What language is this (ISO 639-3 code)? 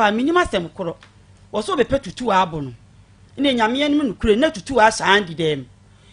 aka